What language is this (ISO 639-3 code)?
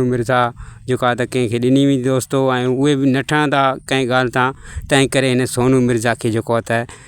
snd